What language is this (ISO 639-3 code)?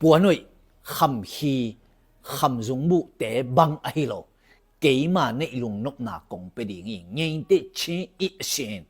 ctd